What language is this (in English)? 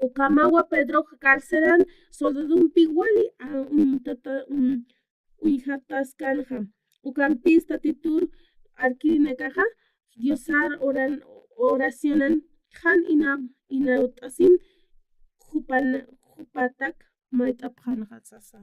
Aymara